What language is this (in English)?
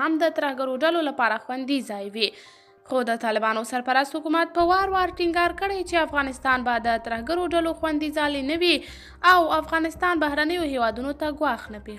Pashto